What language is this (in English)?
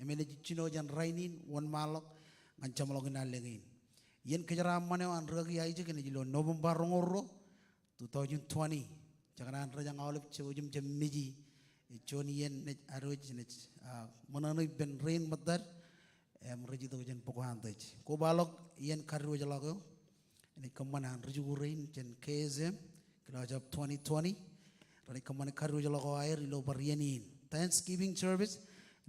Marshallese